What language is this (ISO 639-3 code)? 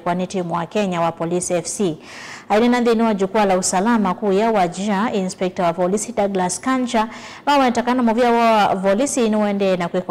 kam